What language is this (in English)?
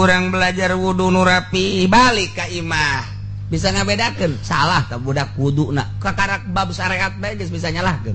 Sundanese